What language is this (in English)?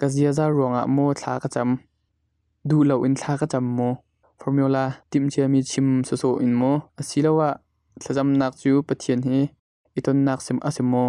Hakha Chin